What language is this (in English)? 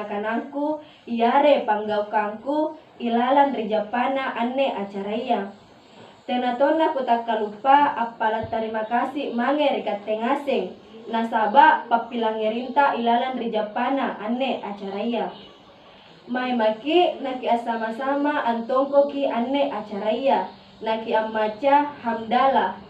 Makasar